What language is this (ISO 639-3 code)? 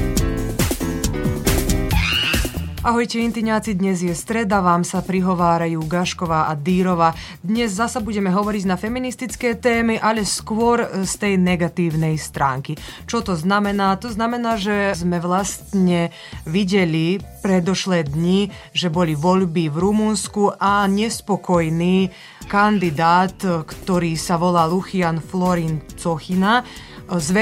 slk